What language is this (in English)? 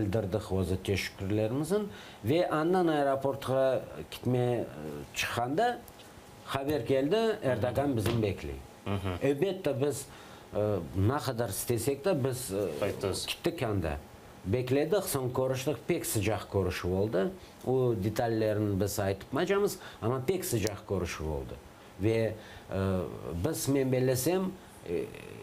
Crimean Tatar